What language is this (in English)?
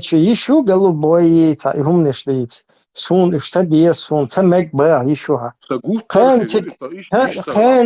Chechen